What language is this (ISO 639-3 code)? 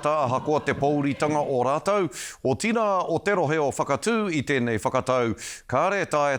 mri